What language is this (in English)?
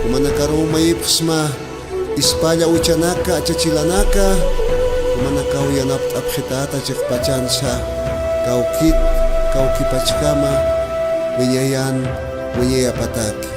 Aymara